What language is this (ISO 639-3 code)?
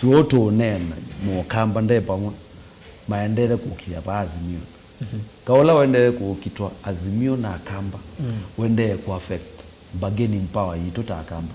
kam